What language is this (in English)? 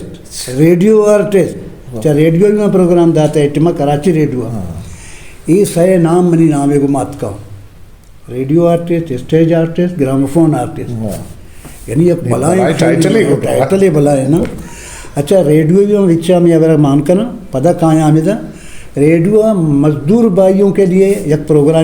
Eastern Balochi